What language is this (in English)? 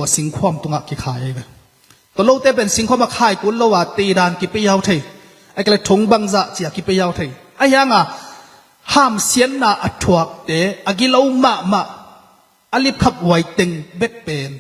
Tedim Chin